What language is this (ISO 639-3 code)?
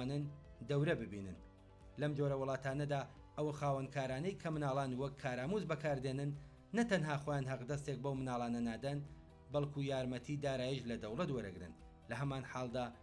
ckb